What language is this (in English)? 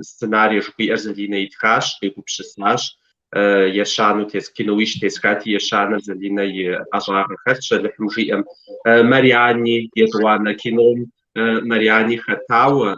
Kabardian